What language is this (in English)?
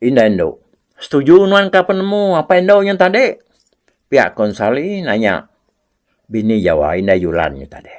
Iban